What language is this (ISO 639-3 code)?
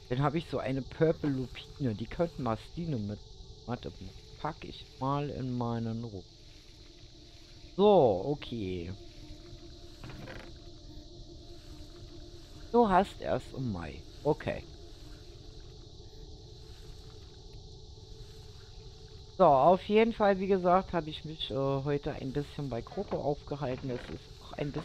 deu